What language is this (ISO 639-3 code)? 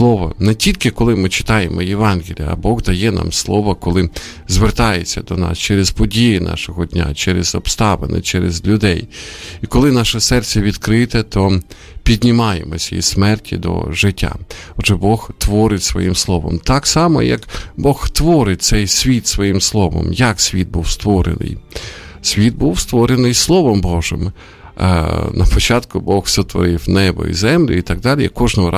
ukr